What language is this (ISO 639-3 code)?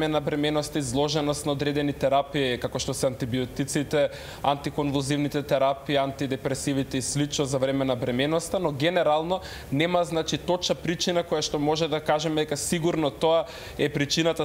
mkd